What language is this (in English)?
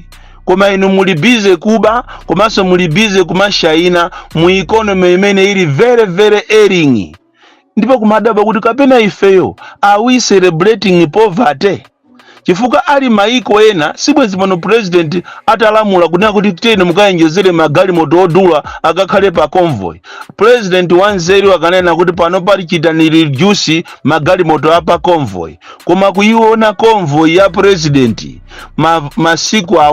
Nyanja